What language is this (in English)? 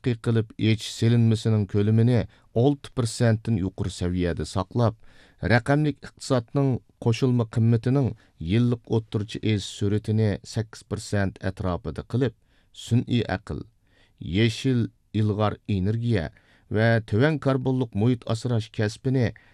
Uyghur